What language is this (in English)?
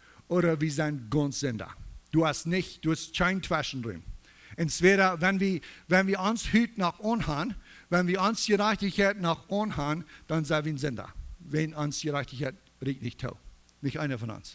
Plautdietsch